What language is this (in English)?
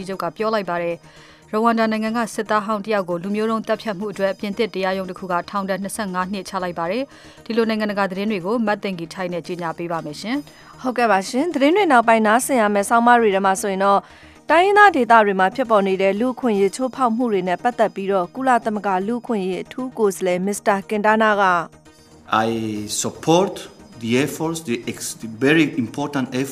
Burmese